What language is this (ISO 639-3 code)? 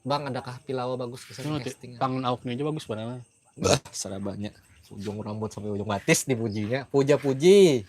bjn